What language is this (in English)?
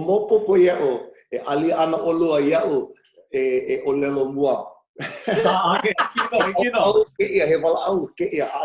Hawaiian